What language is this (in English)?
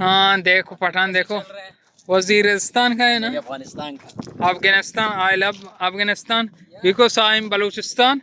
Baluchi